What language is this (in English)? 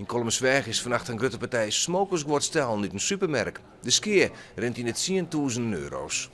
Western Frisian